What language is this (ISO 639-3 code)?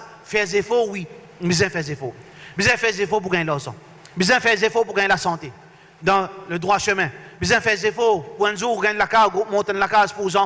mfe